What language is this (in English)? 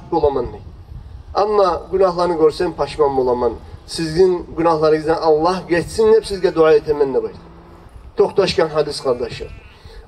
Kumyk